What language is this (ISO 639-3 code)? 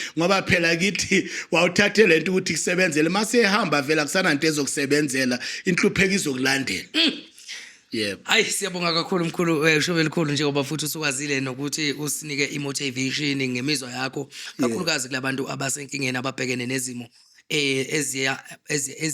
zul